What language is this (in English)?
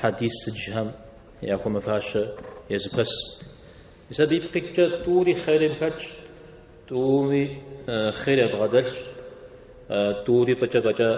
Kabardian